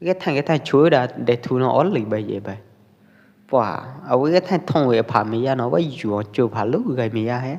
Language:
Pwo Eastern Karen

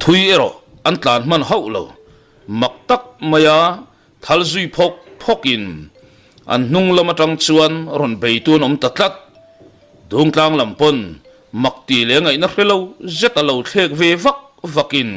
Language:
Mizo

